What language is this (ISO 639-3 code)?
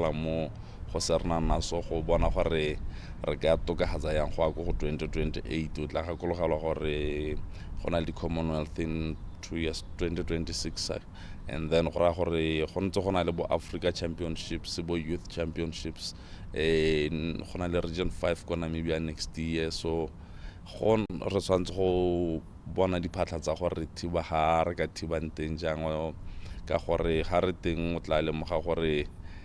tsn